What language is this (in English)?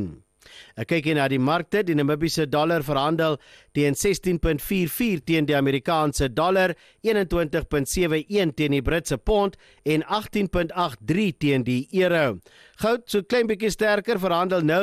Afrikaans